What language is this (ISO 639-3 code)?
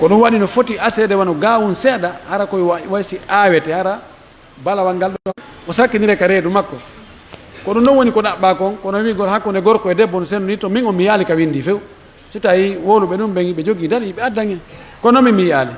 fuf